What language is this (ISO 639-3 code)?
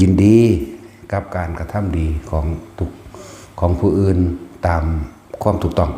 tts